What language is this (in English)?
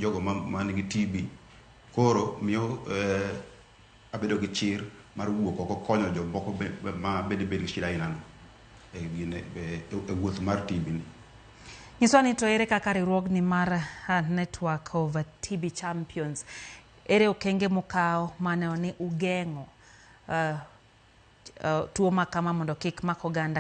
Luo (Kenya and Tanzania)